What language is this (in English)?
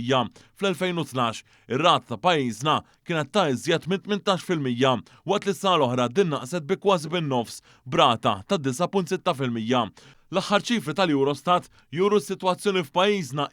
Maltese